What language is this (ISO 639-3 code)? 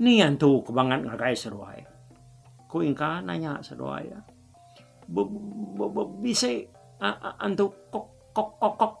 iba